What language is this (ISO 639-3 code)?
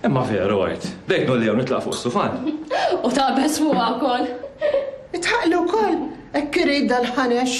mlt